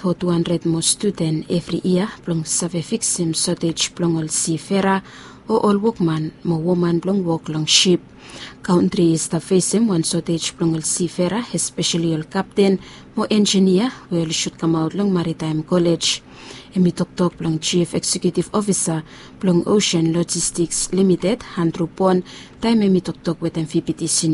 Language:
Bislama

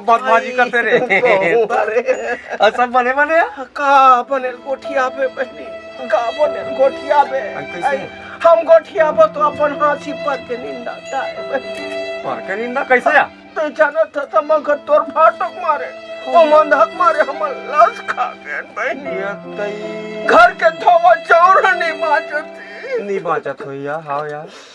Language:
Chhattisgarhi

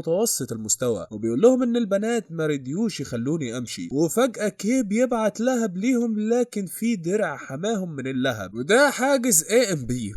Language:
Egyptian Arabic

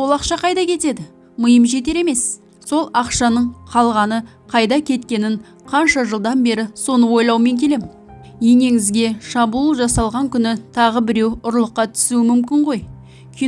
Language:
Kazakh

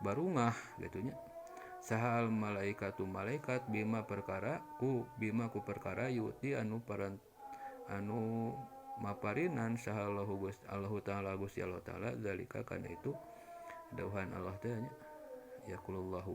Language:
Sundanese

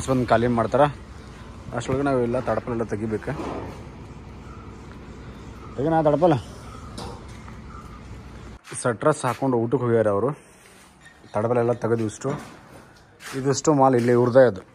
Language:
Kannada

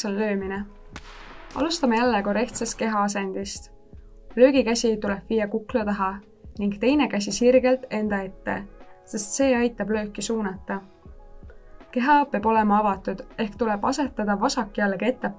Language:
Estonian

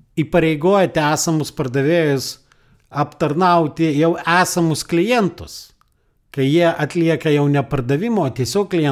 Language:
Lithuanian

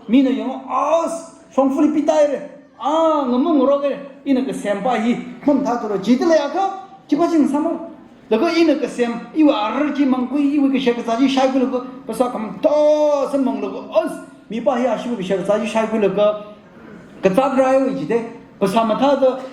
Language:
Tangkhul Naga (India)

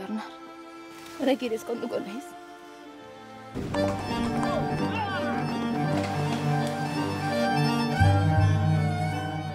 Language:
Basque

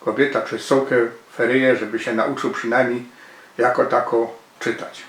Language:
Silesian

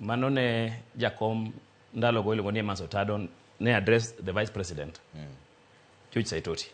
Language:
Luo (Kenya and Tanzania)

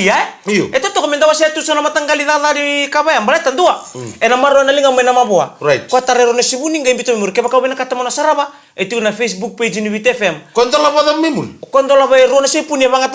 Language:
Fijian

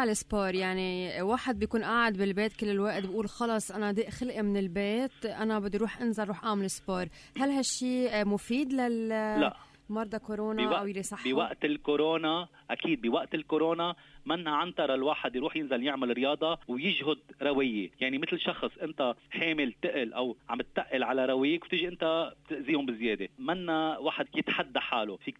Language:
North Levantine Arabic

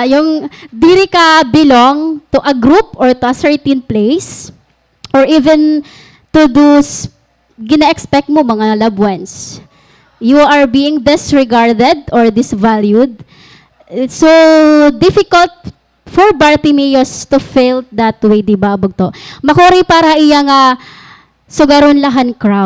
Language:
Waray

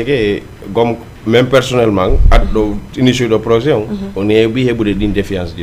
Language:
Fula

